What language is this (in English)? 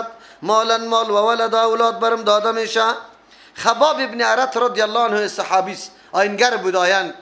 Persian